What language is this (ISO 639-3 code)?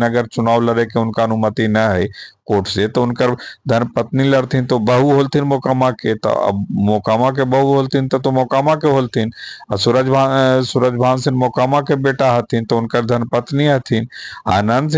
mag